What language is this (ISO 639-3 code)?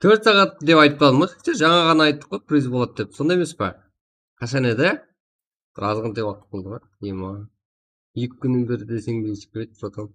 kaa